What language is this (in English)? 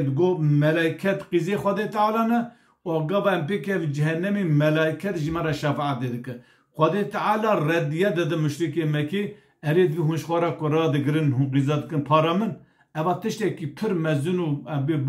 Kurdish